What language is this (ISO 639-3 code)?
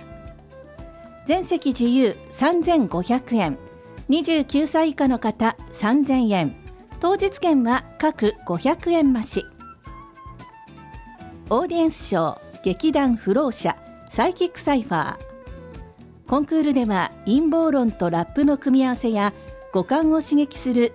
jpn